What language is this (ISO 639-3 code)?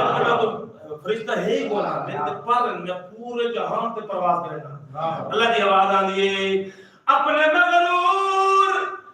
skr